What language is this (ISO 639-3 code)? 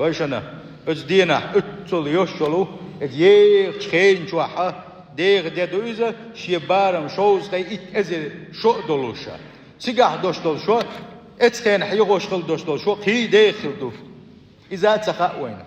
che